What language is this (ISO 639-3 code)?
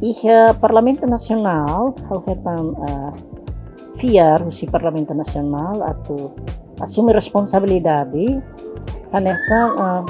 tet